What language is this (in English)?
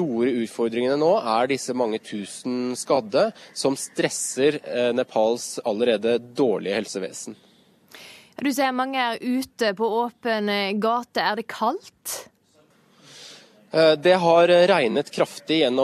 Norwegian